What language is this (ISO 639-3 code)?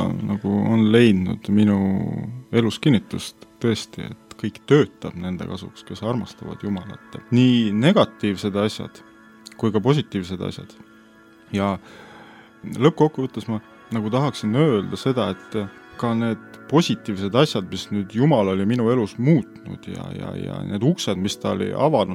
est